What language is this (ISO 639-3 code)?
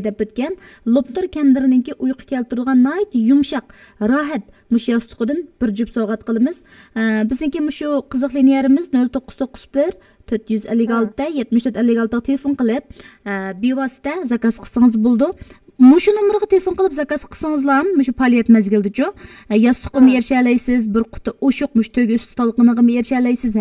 uig